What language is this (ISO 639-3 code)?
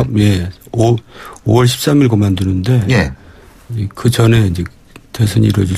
kor